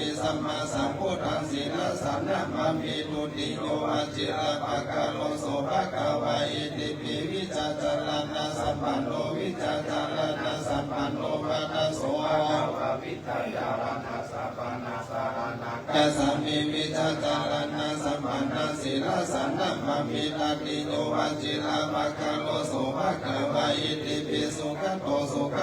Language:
Pali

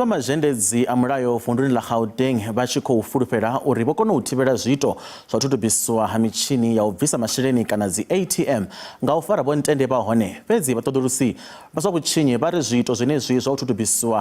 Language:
Venda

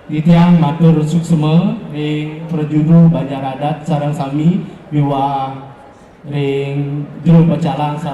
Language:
Balinese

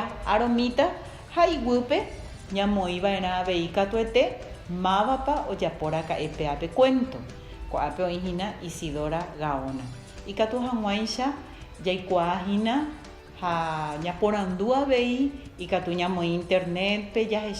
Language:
Guarani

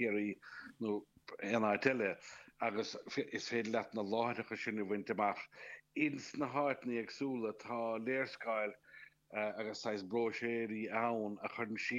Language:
Irish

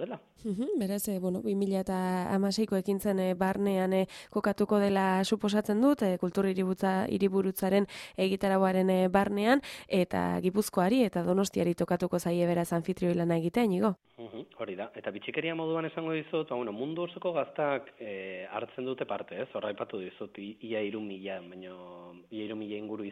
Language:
Basque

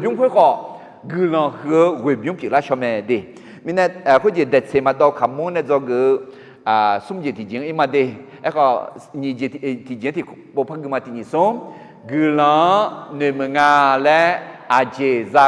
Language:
Akha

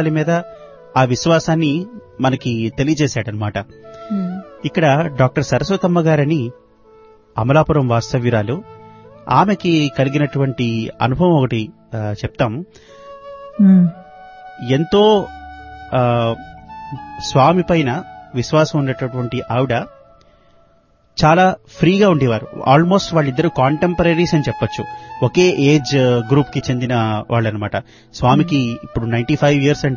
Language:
Telugu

